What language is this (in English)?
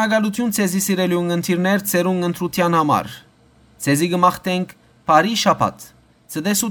Western Armenian